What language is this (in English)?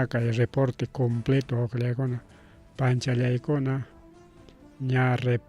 Ayacucho Quechua